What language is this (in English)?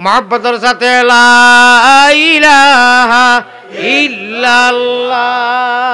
Sylheti